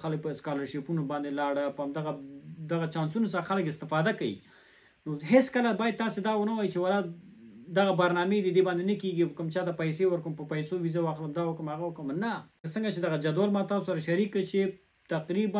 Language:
Pashto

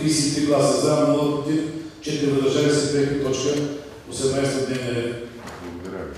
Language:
Bulgarian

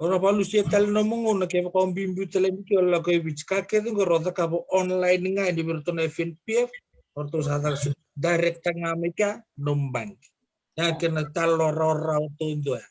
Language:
Fijian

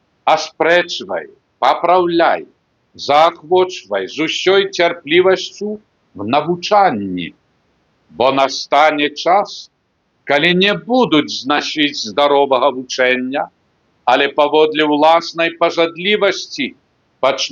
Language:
Belarusian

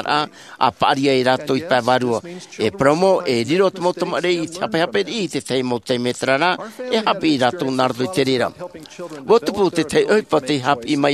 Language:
Tahitian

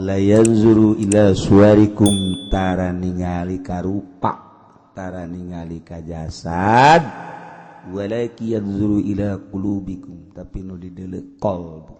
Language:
Sundanese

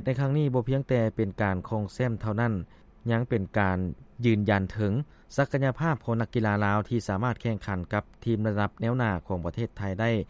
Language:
Lao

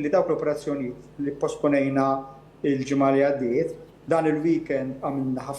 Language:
Maltese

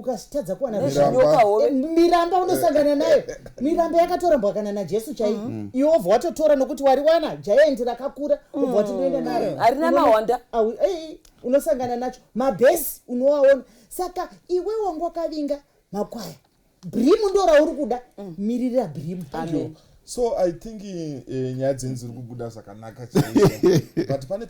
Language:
Shona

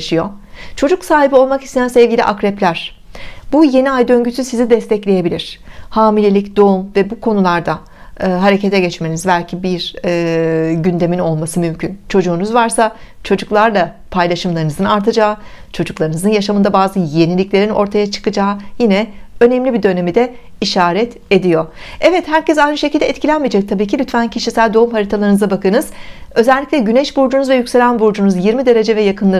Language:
Turkish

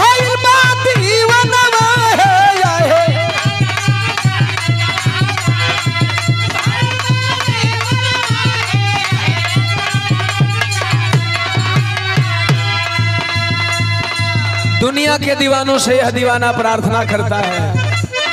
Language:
Bhojpuri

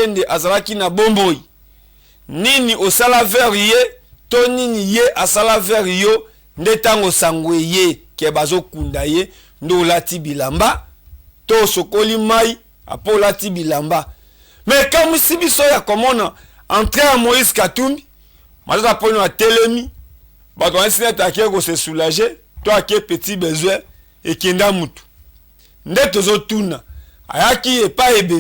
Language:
Lingala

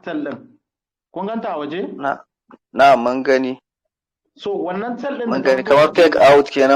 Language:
Hausa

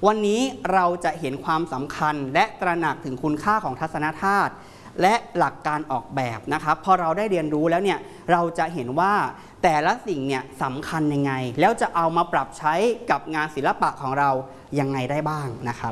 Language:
Thai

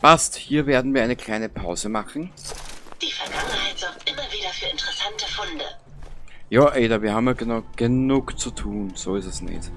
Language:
Bavarian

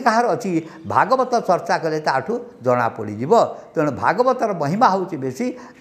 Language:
Odia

